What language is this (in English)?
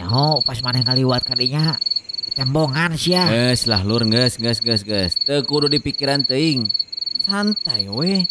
Sundanese